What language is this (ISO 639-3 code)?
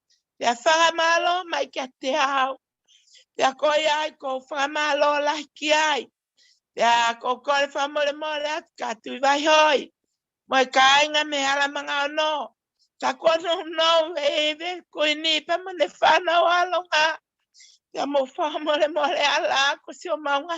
ton